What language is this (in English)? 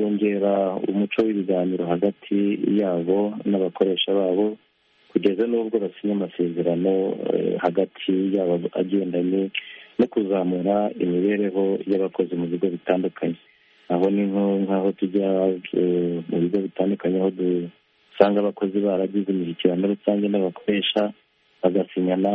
Kinyarwanda